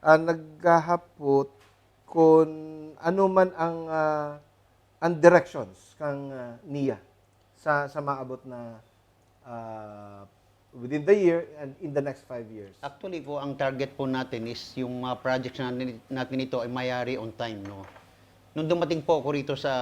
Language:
Bikol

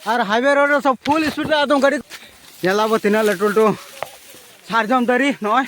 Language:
Santali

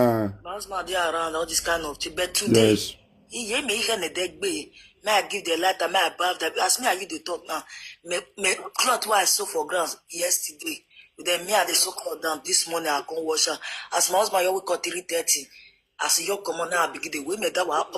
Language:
Nigerian Pidgin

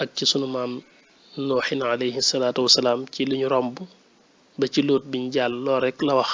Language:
Wolof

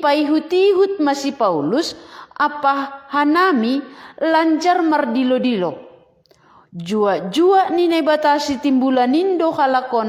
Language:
Batak Simalungun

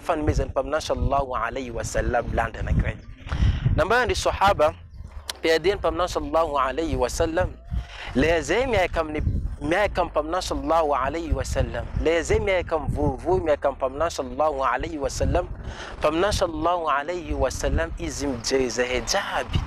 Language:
Malagasy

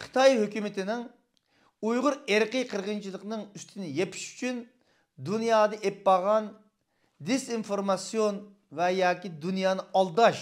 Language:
Uyghur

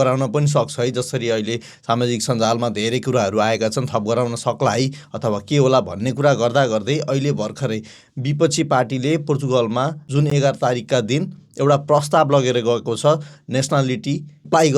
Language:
Nepali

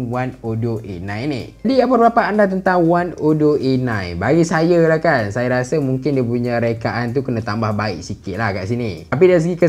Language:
Malay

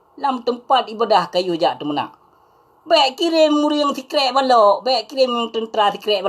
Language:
Achinese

